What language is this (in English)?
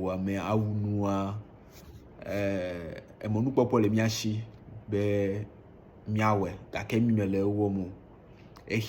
Ewe